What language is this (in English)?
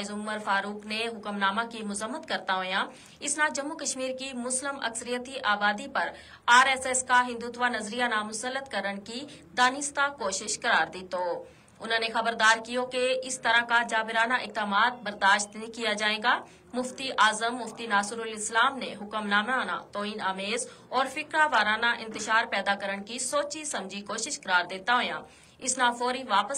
Gujari